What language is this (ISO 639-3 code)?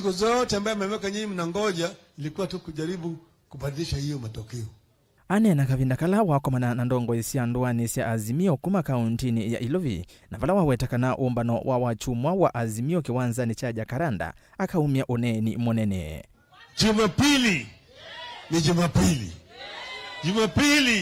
kam